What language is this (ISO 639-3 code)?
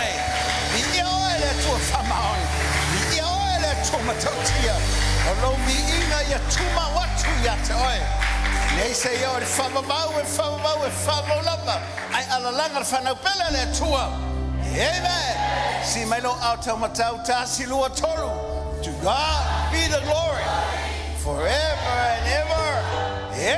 smo